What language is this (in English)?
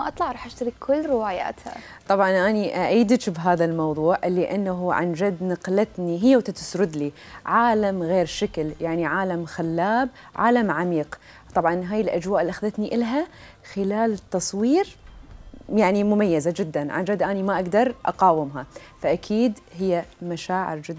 Mesopotamian Arabic